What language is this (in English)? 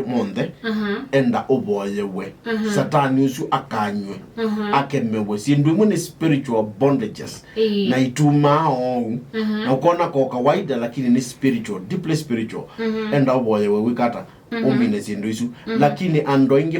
Kamba